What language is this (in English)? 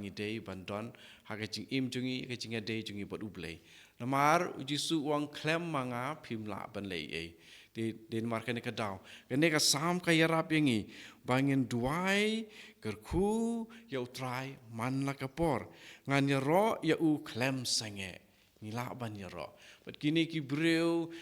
Khasi